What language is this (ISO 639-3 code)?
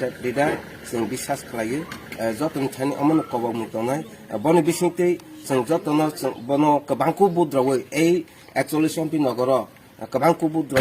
trp